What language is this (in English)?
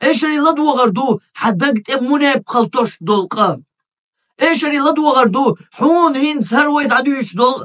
Chechen